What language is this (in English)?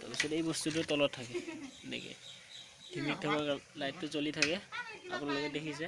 Assamese